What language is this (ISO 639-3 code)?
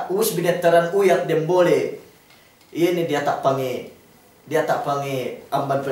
yka